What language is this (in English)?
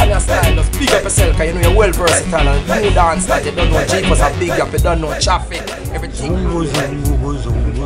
Jamaican Creole English